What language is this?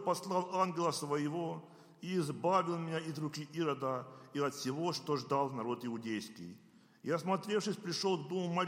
Russian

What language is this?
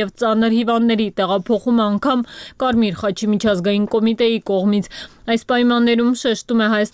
Armenian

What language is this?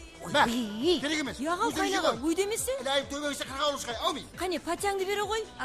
Kara-Kalpak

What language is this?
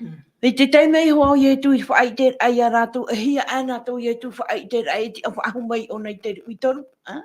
Tahitian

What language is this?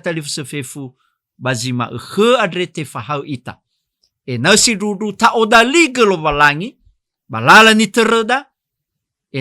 Nias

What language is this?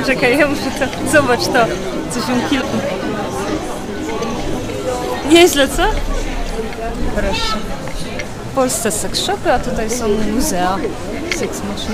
Polish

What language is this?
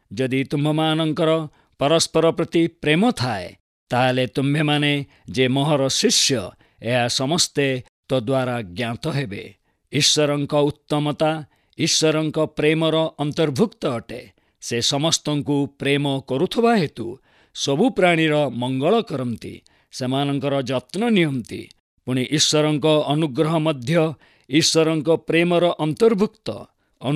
Odia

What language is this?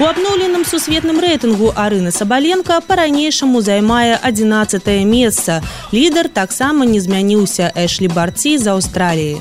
Belarusian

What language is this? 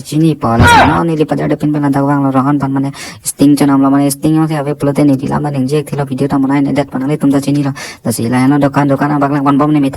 Karbi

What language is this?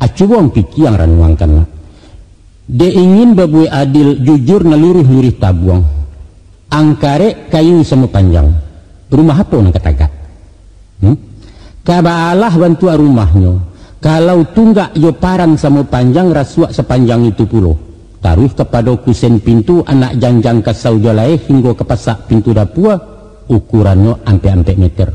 Minangkabau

